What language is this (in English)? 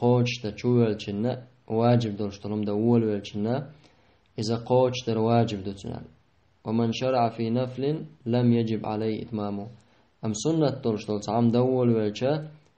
Chechen